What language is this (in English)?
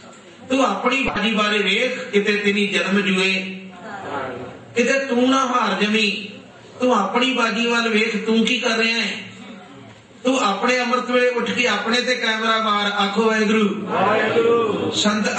Punjabi